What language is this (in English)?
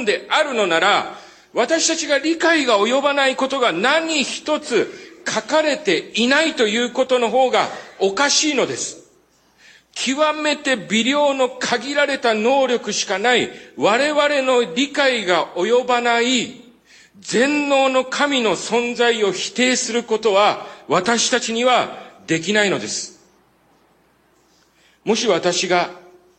Japanese